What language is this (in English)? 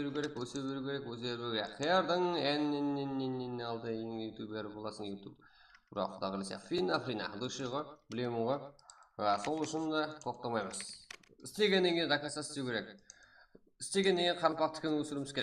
Kara-Kalpak